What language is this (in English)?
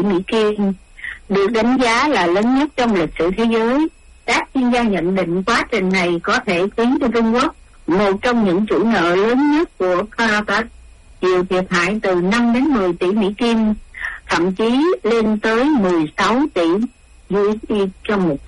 Vietnamese